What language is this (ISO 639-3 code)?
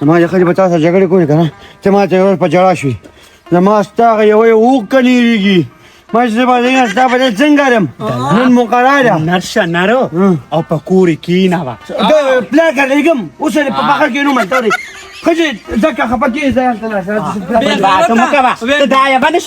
pus